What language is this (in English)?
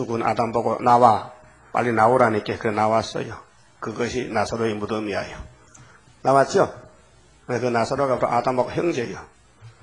Korean